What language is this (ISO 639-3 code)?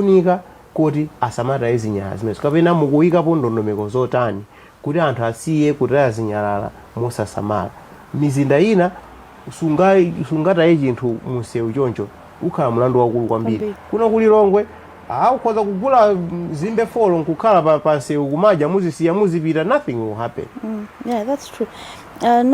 nya